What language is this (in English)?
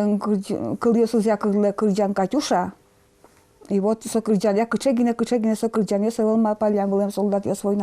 Udmurt